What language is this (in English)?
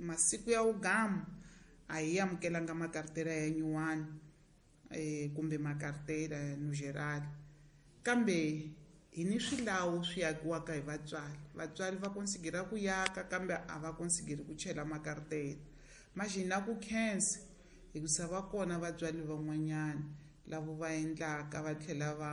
Tsonga